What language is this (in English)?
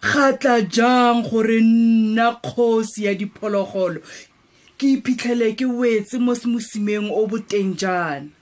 Tswana